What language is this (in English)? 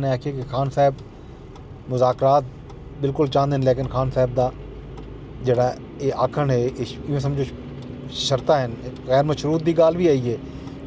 Saraiki